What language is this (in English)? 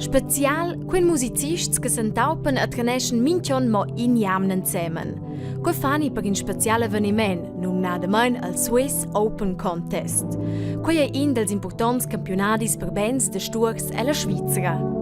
Romansh